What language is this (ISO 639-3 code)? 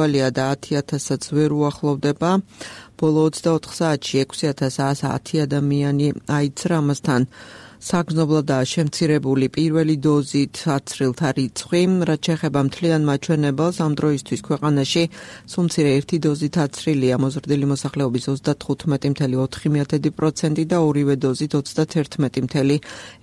kat